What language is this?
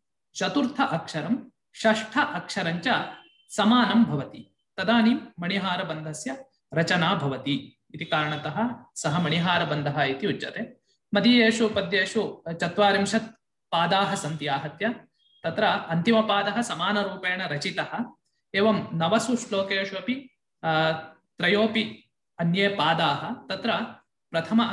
Sanskrit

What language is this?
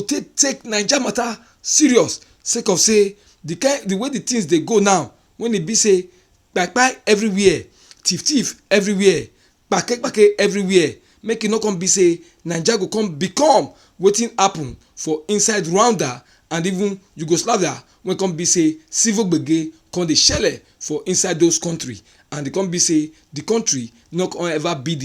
Nigerian Pidgin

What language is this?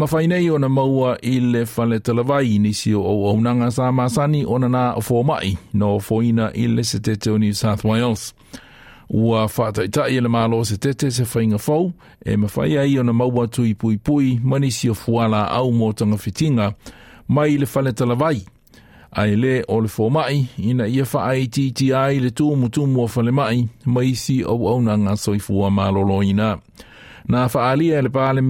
Samoan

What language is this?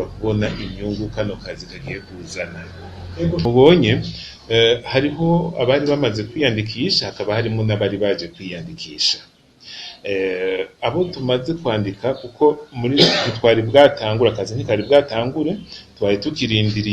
Rundi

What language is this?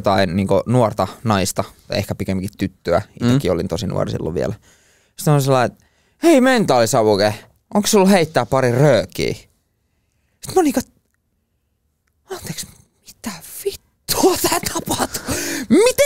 Finnish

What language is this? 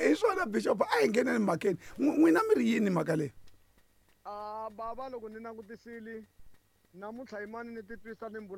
Tsonga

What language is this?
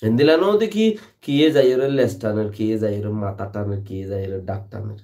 Rohingya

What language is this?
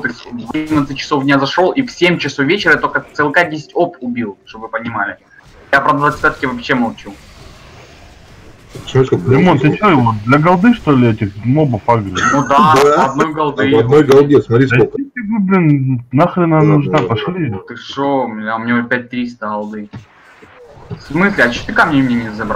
Russian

